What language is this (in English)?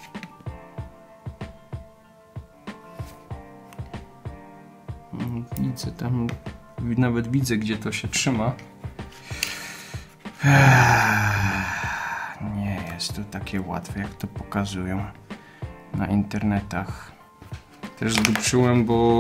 Polish